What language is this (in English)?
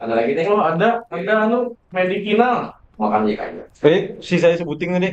Banjar